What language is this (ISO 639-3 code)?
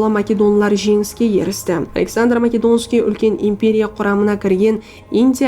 kaa